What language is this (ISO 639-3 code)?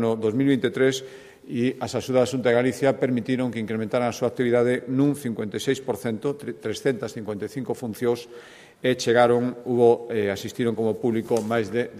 glg